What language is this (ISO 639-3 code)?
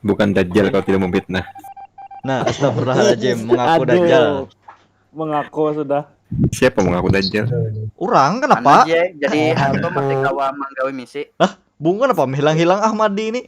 bjn